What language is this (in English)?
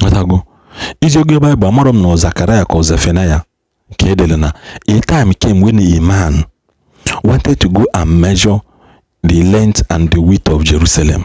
Igbo